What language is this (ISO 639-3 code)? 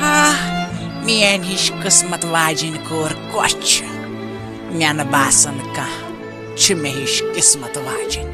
kas